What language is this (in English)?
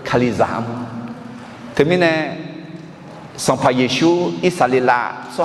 Akha